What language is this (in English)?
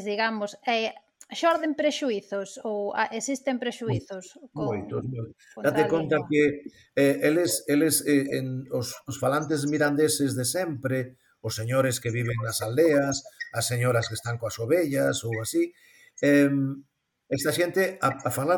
Galician